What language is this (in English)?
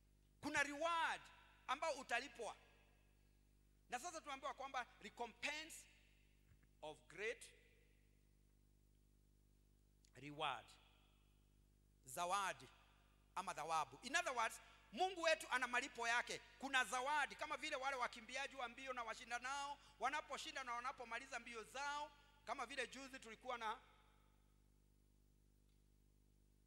Swahili